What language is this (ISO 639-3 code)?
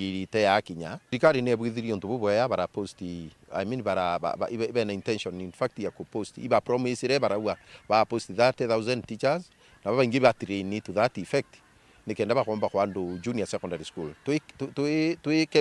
mer